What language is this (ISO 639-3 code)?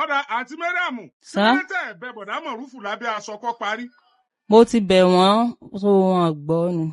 yor